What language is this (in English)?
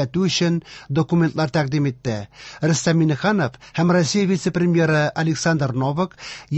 Tatar